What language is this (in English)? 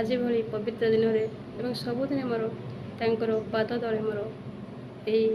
Odia